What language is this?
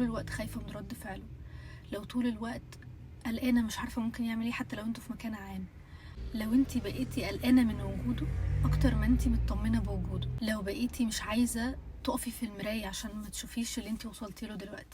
Egyptian Arabic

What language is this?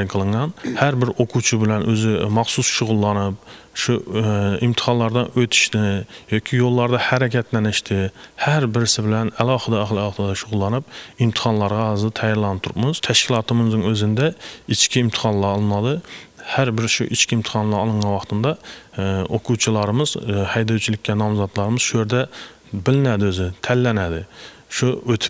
Uzbek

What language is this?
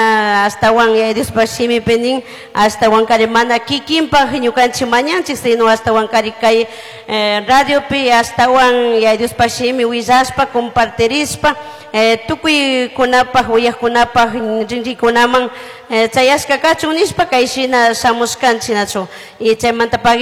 Chimborazo Highland Quichua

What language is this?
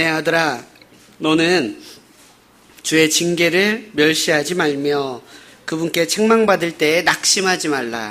Korean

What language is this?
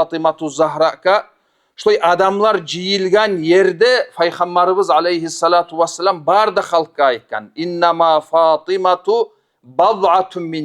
Kumyk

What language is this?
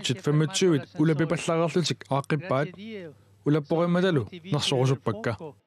Kalaallisut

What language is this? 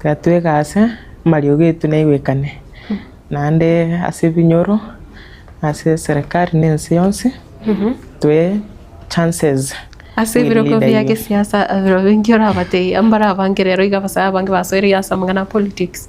Gusii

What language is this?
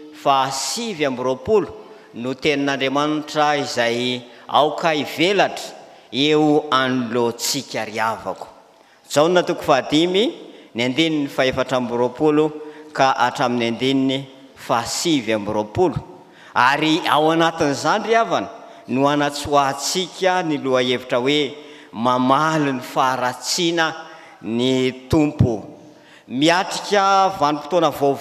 Malagasy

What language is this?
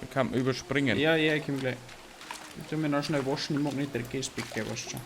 Bavarian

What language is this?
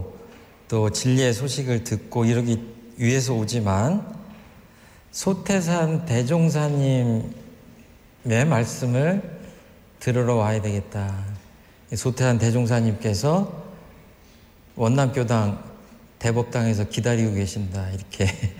Korean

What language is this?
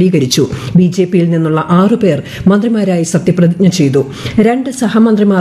Malayalam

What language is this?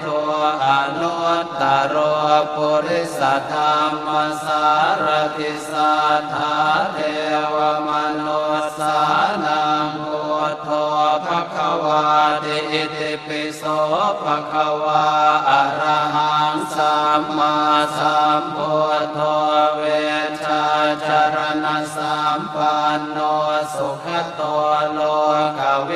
Pali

